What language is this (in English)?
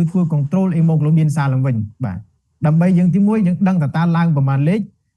Khmer